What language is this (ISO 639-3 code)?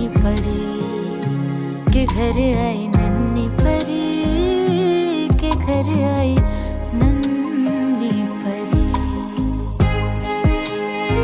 hin